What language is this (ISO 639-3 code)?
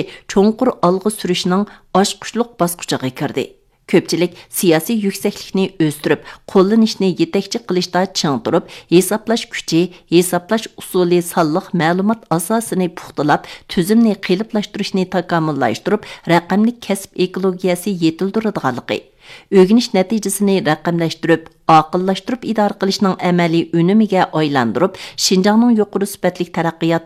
uig